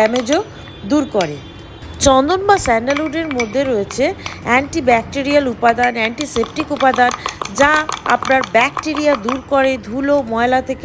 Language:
Bangla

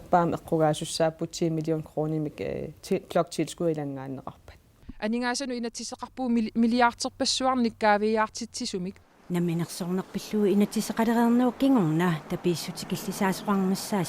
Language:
Kalaallisut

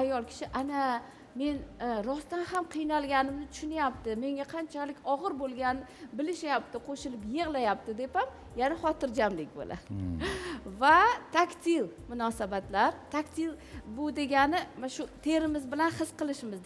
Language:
Uzbek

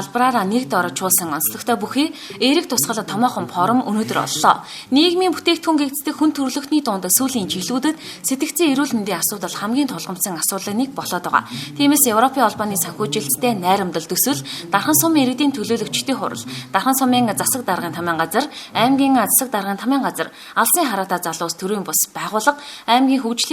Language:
Mongolian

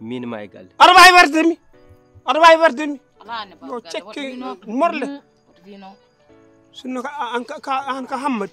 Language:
Fula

